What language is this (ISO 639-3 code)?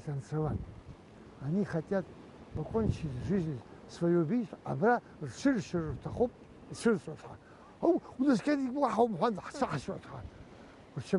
abk